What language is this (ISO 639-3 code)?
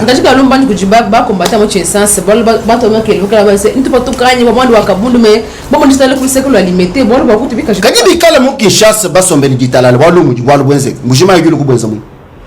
lua